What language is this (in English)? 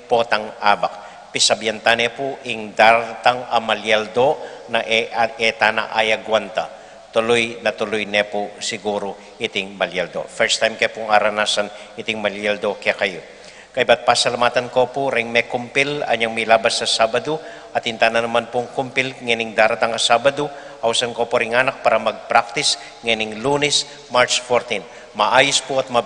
Pampanga